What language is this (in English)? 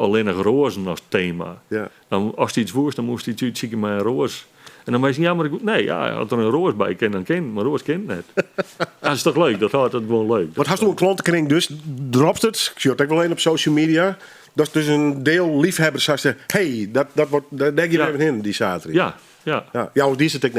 Western Frisian